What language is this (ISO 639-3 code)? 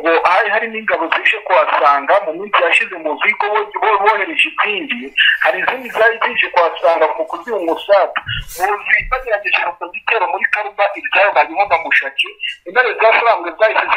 kin